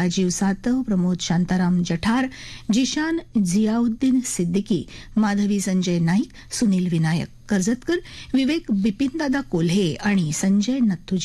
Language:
Marathi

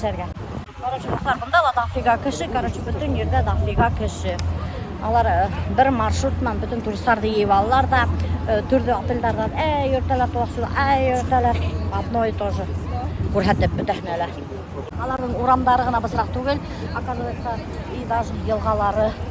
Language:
Bashkir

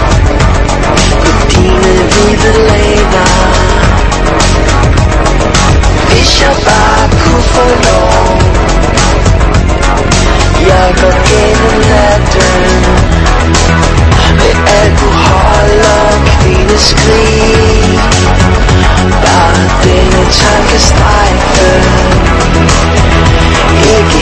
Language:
Danish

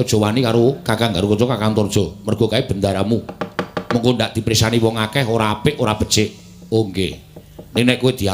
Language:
Javanese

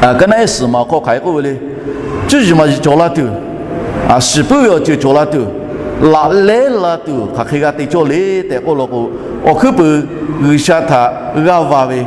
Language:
Lahu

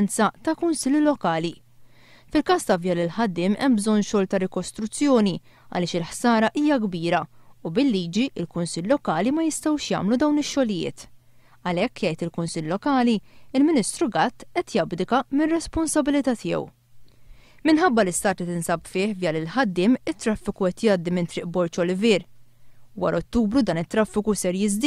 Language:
Maltese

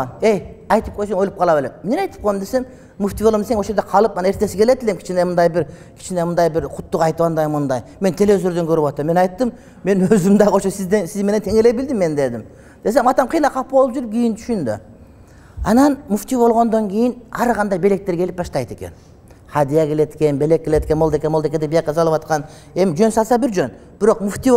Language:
Kyrgyz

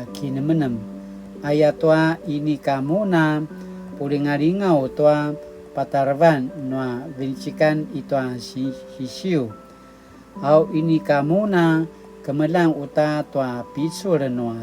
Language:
Paiwan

